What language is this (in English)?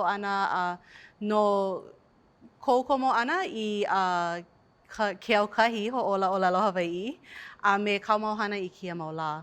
Hawaiian